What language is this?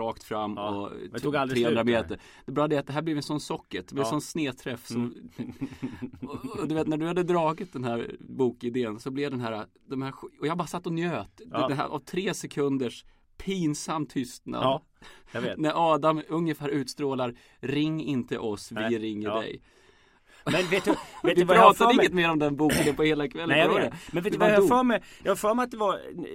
Swedish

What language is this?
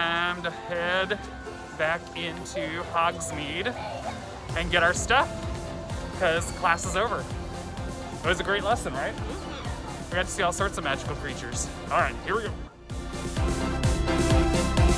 English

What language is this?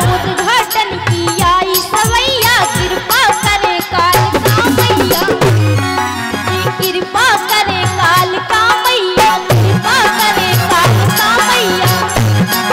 Hindi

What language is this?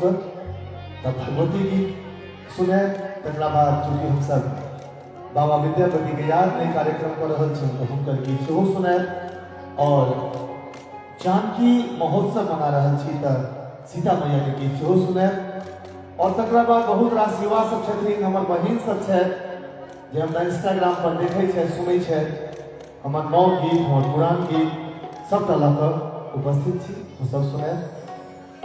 Maithili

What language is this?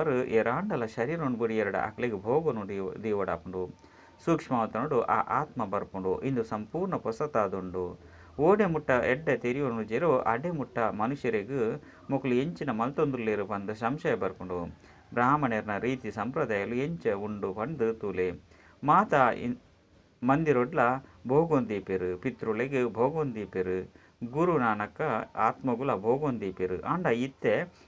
Tulu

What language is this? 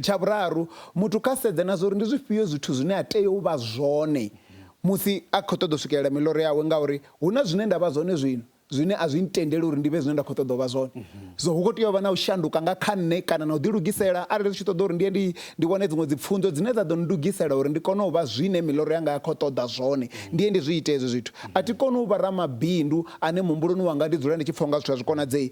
Venda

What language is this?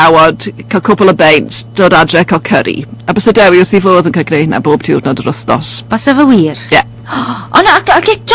Welsh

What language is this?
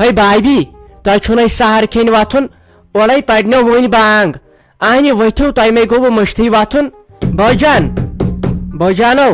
Kashmiri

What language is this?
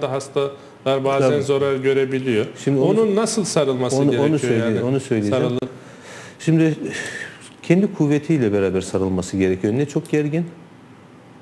Turkish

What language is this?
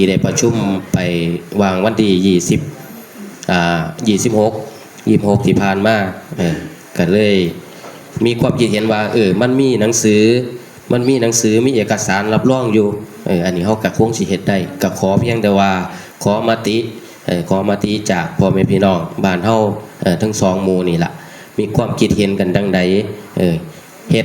Northeastern Thai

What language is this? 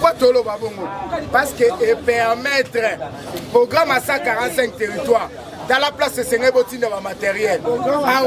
Lingala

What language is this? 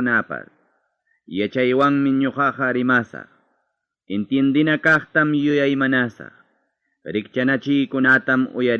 Ayacucho Quechua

